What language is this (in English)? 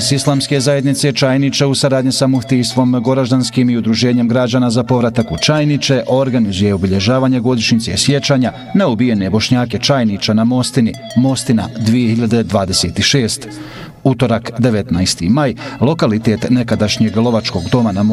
Bosnian